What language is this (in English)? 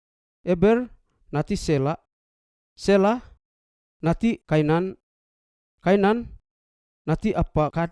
Seimat